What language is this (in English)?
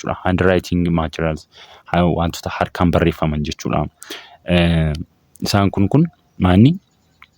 Oromo